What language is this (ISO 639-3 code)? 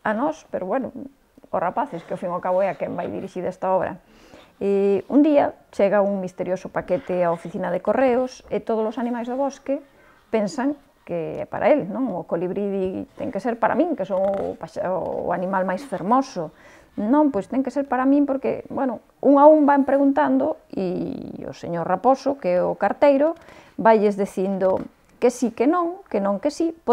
glg